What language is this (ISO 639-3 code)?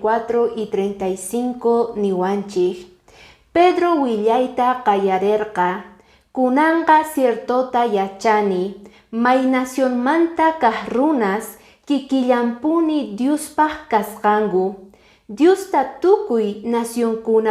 que